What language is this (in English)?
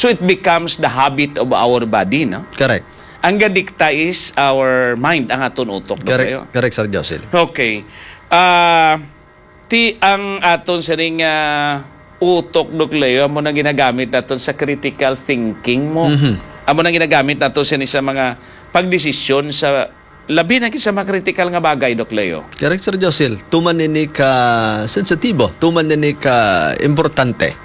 Hiligaynon